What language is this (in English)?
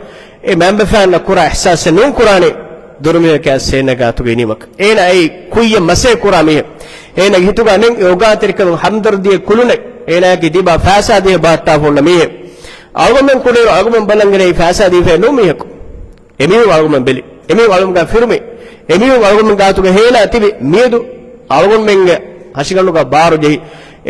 Divehi